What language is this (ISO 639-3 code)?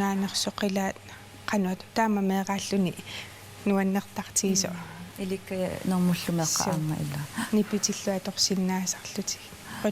kal